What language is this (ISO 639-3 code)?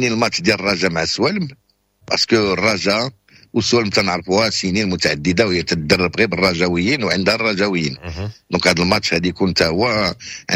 ary